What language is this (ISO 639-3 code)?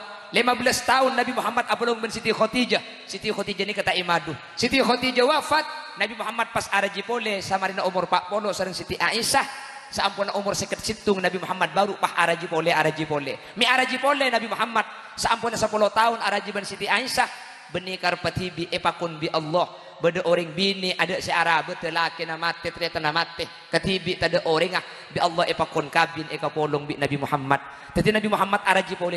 mad